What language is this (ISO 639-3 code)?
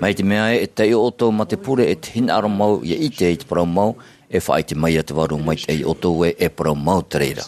tah